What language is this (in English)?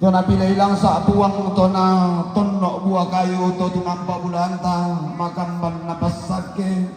Toraja-Sa'dan